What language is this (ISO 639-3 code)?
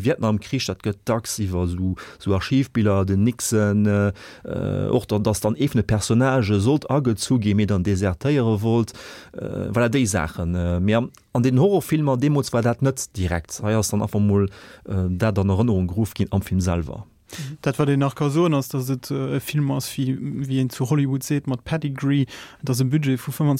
ltz